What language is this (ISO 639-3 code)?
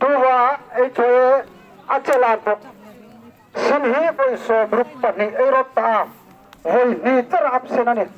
hmr